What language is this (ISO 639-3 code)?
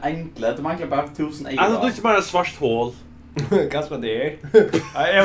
fao